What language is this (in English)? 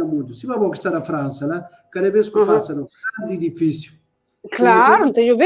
Kabuverdianu